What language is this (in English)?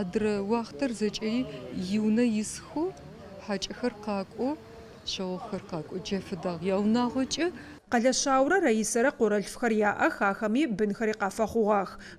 Adyghe